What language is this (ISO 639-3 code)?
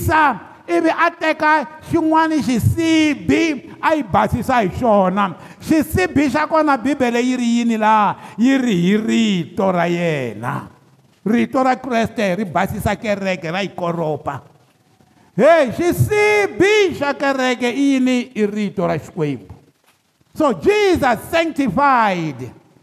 tso